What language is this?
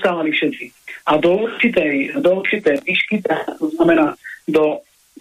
Slovak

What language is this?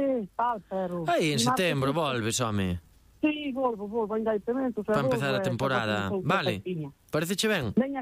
Galician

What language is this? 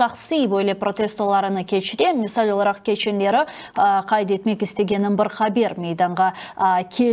Crimean Tatar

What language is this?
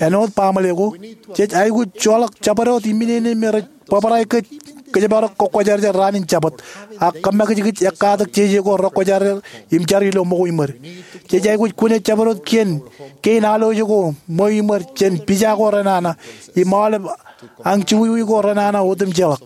Marshallese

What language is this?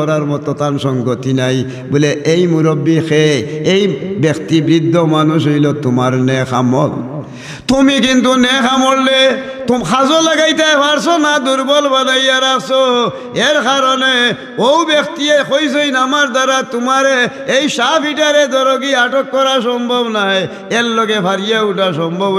Sylheti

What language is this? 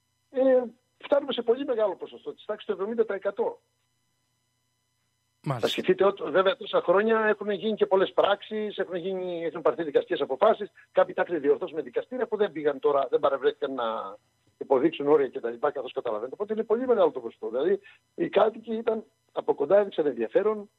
Greek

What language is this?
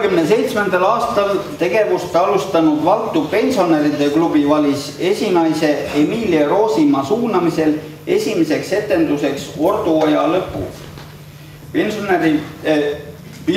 Estonian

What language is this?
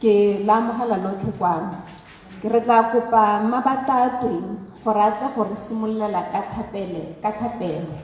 Tswana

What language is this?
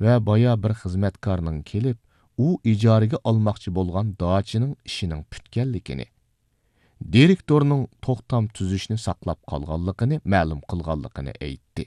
Uyghur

